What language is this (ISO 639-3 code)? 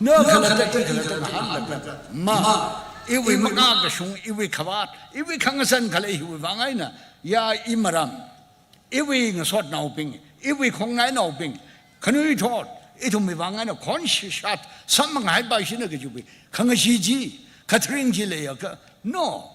nmf